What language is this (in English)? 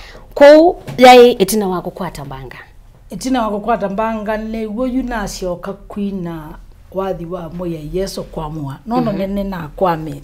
Kamba